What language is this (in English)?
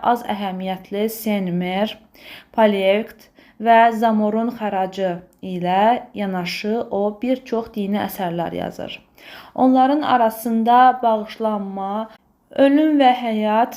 Azerbaijani